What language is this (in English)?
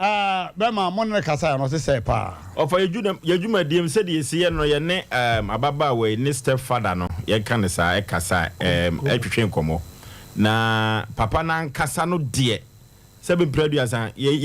Akan